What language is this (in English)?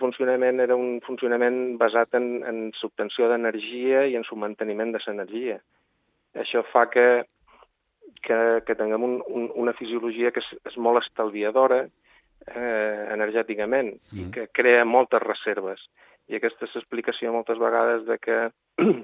Catalan